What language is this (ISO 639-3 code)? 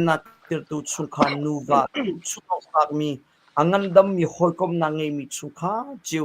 cnh